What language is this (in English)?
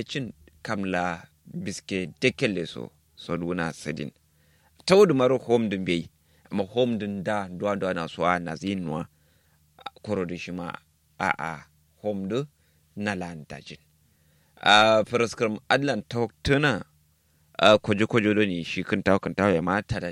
Kanuri